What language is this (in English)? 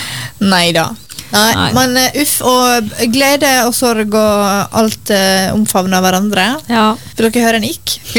Norwegian